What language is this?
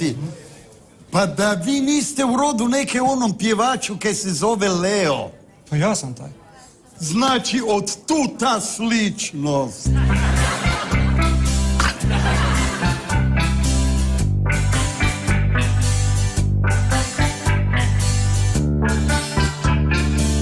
Croatian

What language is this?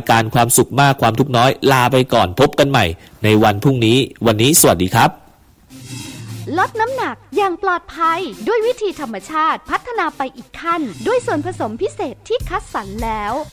Thai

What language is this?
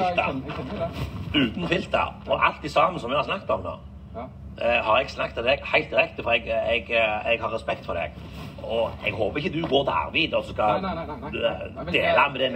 Norwegian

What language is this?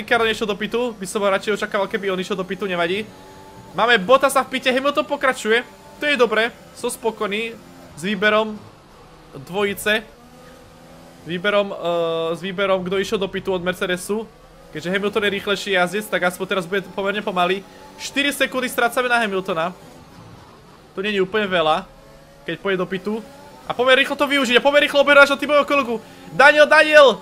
Slovak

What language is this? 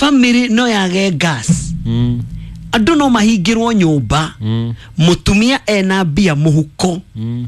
Kikuyu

